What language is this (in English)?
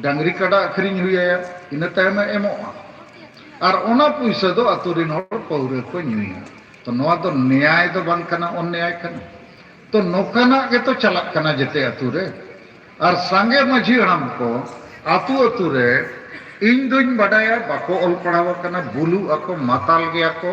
Santali